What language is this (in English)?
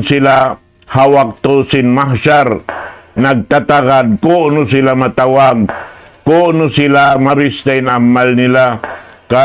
Tausug